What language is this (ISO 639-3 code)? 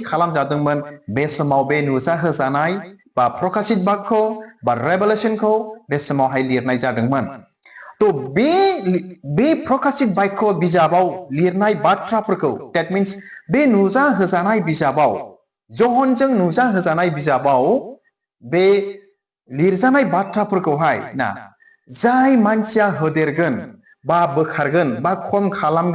brx